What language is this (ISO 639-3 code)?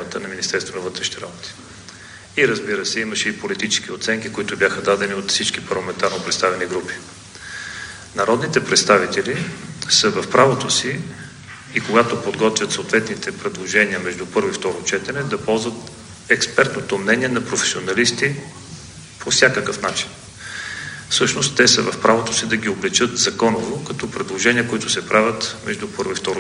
bul